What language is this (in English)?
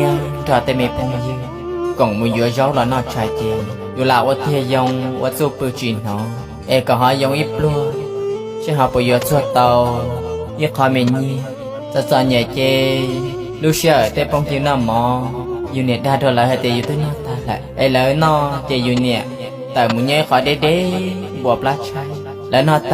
Hmong